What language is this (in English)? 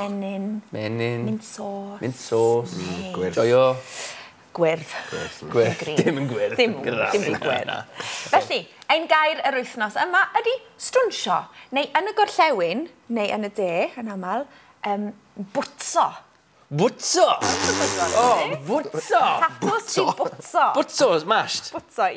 Welsh